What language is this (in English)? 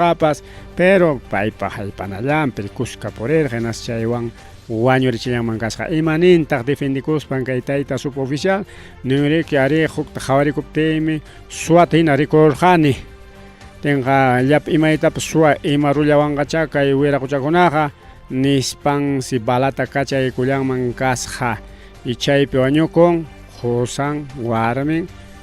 Ayacucho Quechua